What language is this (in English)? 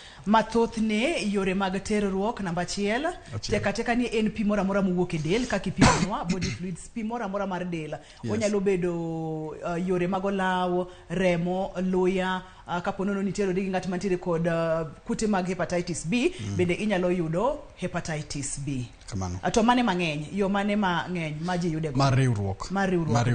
Luo (Kenya and Tanzania)